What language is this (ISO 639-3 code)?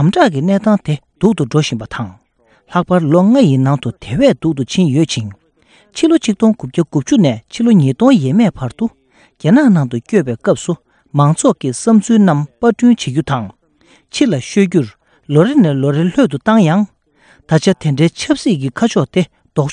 bod